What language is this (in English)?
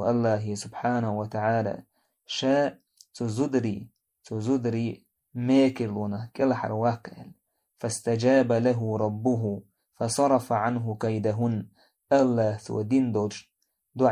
Chechen